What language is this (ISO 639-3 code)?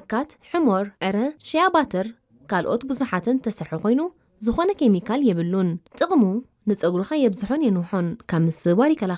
tir